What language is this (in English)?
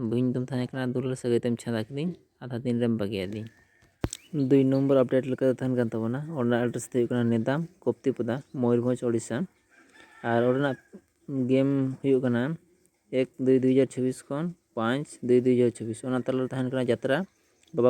Santali